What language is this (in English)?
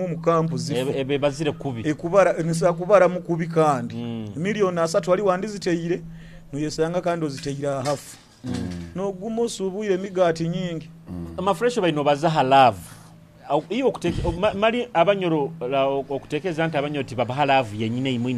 Nyoro